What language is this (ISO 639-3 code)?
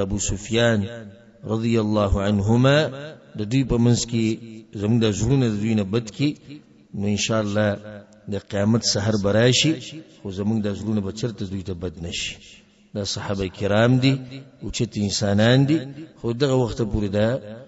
pus